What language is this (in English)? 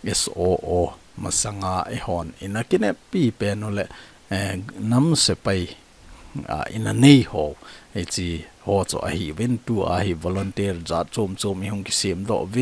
Thado Chin